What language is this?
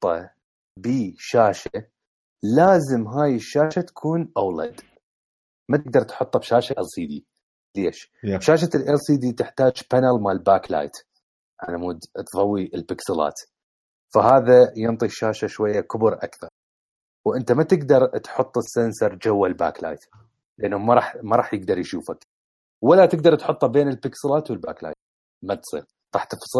Mesopotamian Arabic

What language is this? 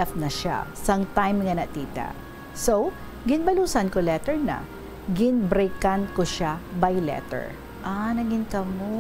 Hiligaynon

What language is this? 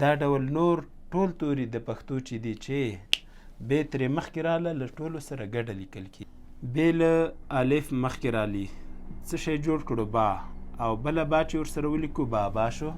Pashto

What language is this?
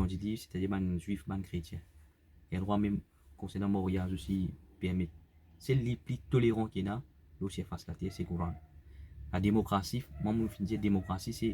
Morisyen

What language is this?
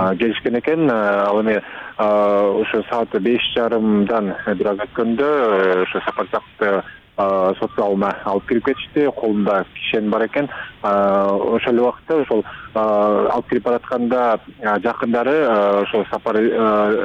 Kyrgyz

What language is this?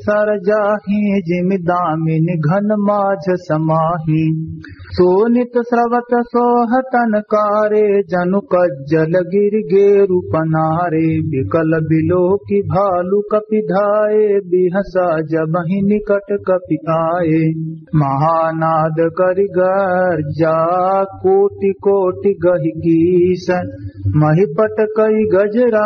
Awadhi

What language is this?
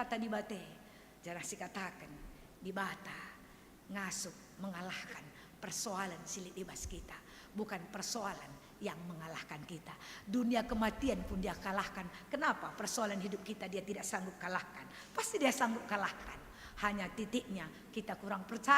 Batak Karo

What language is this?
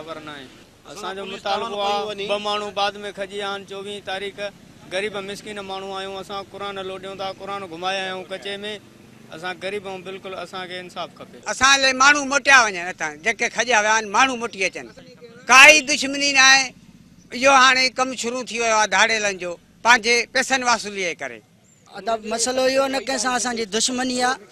Sindhi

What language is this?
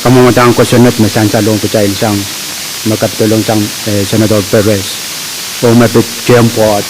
Pohnpeian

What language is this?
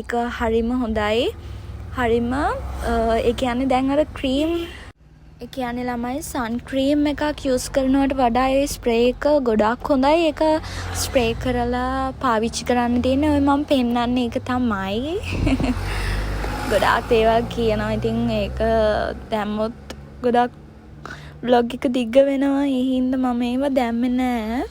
Sinhala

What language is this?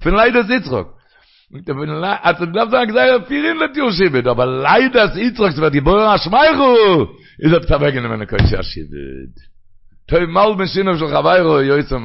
Yiddish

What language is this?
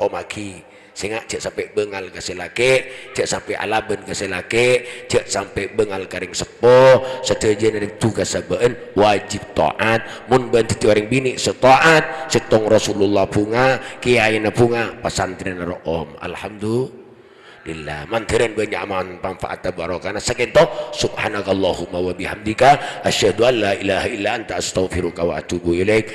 Madurese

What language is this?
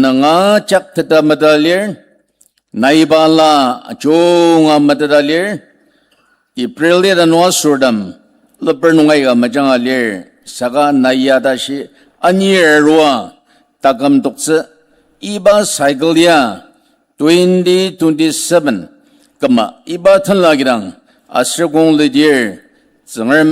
Ao Naga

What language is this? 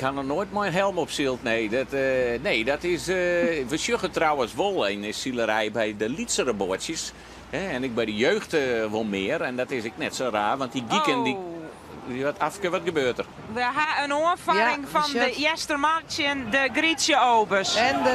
Western Frisian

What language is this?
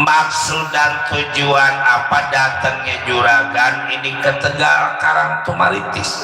Betawi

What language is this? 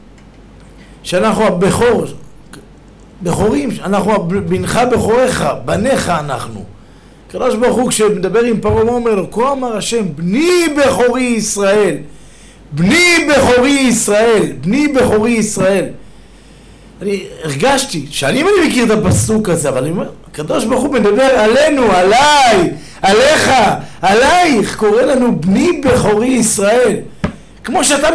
Hebrew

